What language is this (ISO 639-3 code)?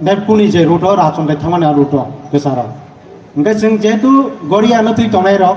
trp